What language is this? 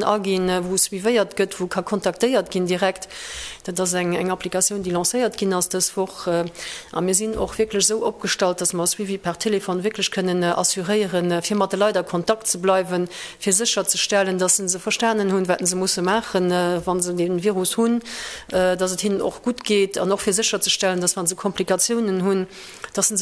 Luxembourgish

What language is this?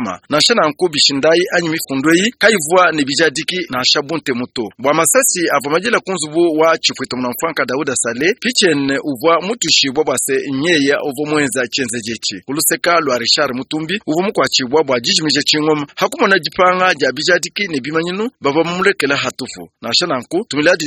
Luba-Lulua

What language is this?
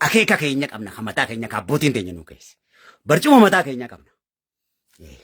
Oromo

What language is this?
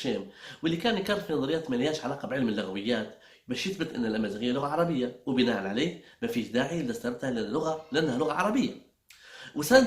Libyan Arabic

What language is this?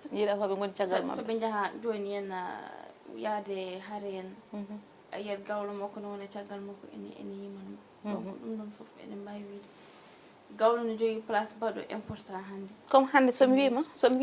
Fula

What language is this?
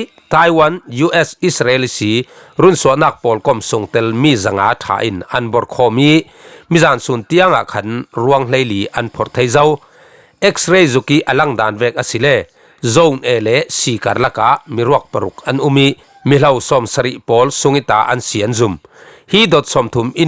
Falam Chin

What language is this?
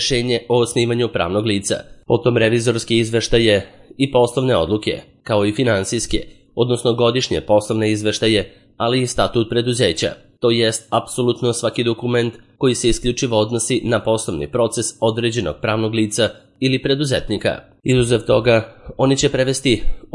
Serbian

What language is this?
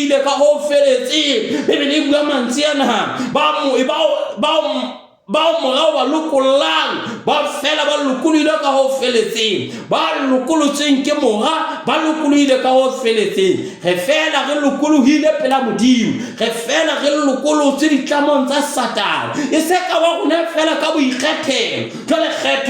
Southern Sotho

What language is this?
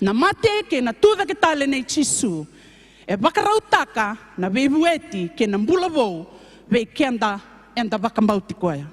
Fijian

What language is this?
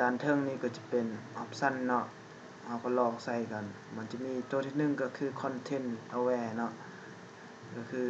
Lao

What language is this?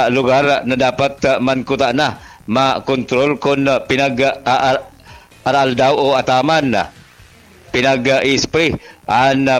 Bikol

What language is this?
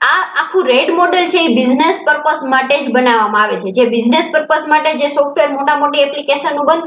Gujarati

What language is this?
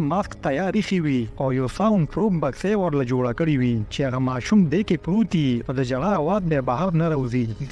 Pashto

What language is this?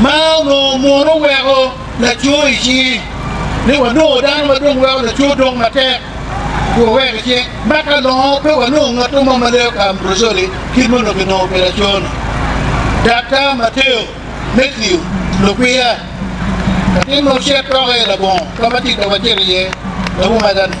Acoli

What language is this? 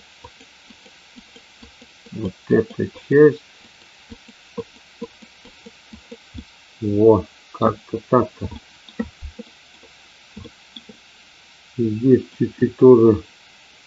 Russian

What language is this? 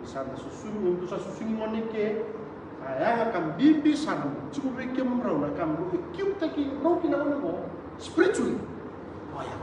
Fijian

